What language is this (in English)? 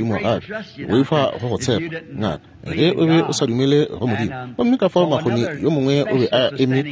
Northern Sotho